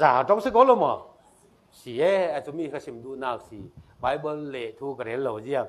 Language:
Falam Chin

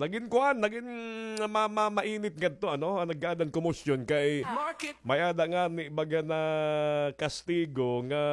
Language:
Waray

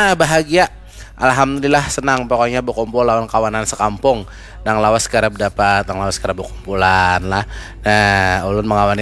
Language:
Banjar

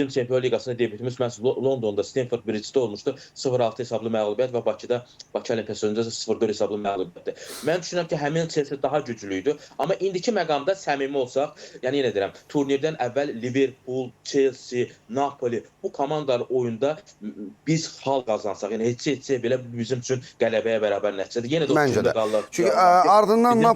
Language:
Azerbaijani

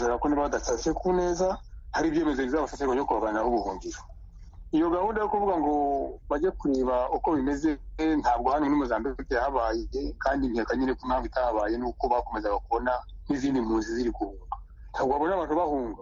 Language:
Kinyarwanda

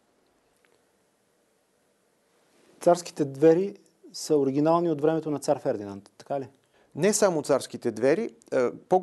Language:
Bulgarian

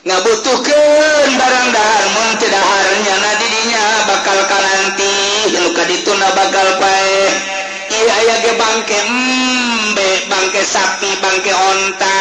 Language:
Sundanese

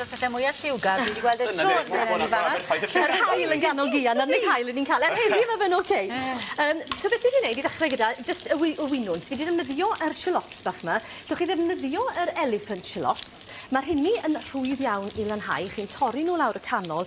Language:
Welsh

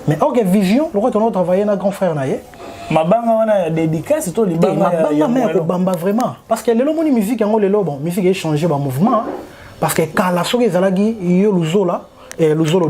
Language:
Lingala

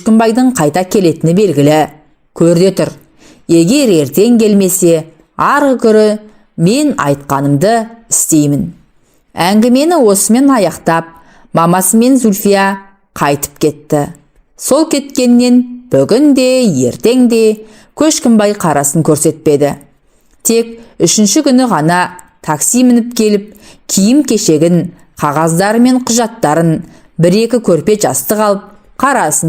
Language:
Kazakh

